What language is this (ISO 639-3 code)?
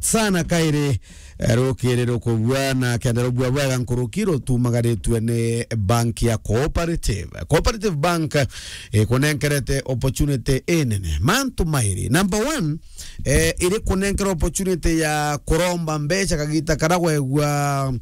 mer